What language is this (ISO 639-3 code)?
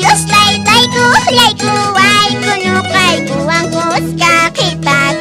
que